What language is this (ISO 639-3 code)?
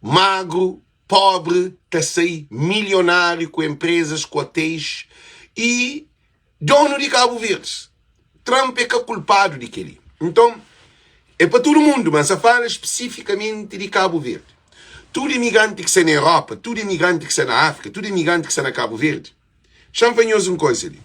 kea